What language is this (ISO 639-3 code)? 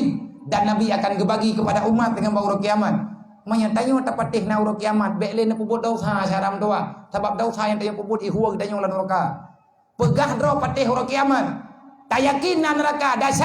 ace